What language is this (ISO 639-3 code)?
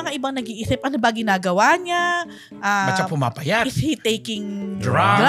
fil